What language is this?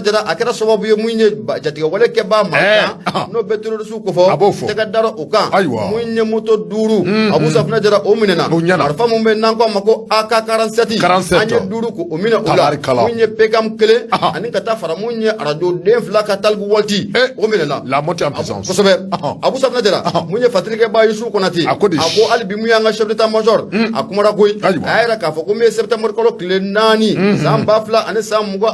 Bambara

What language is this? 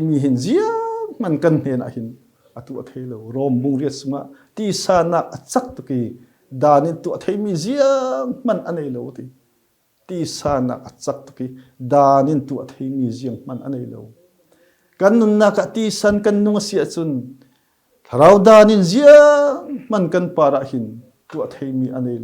Falam Chin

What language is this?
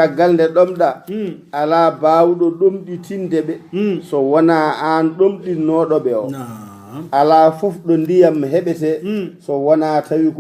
Fula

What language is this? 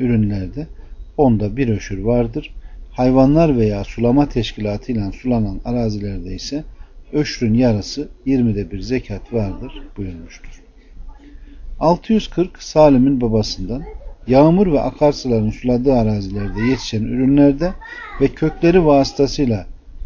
Turkish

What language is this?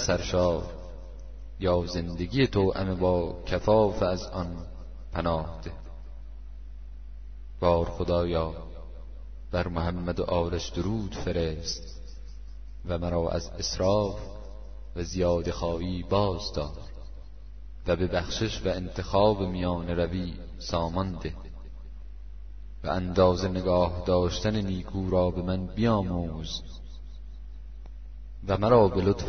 Persian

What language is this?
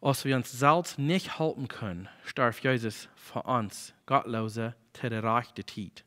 Plautdietsch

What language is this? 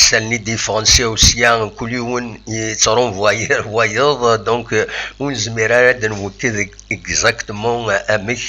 Kabyle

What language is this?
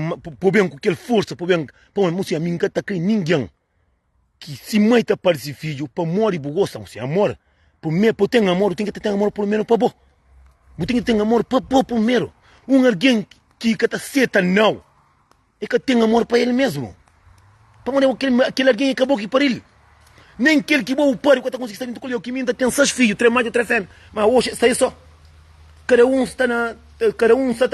Kabuverdianu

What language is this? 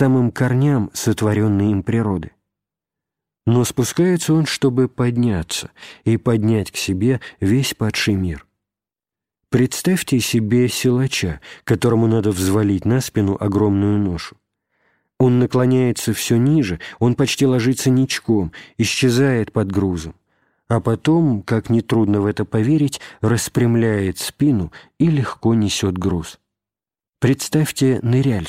Russian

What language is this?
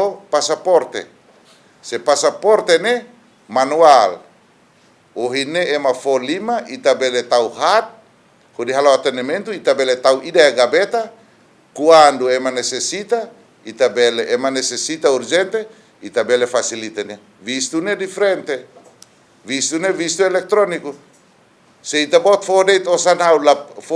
Tetum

